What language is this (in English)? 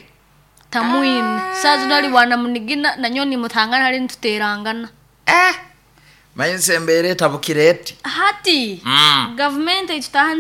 Nyoro